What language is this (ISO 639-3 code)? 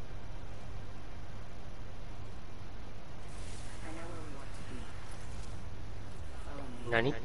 msa